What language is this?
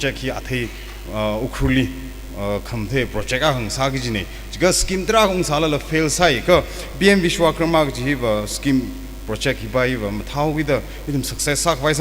Tangkhul Naga (India)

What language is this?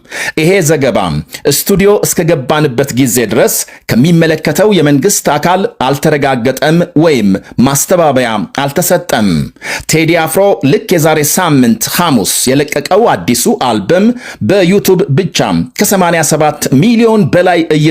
Amharic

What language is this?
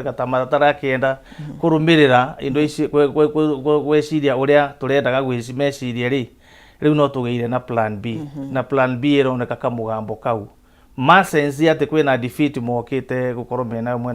Kikuyu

